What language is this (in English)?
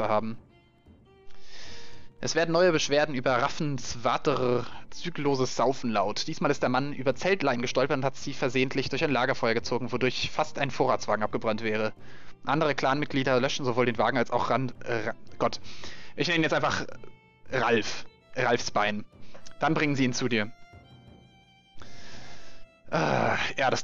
German